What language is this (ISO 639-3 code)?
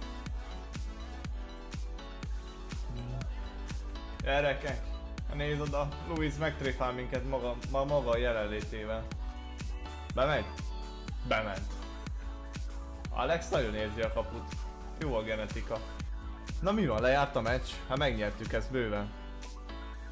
hun